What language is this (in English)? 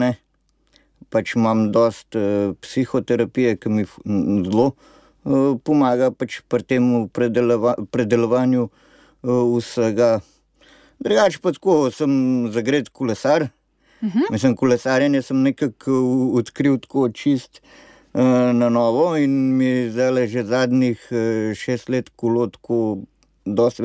Slovenian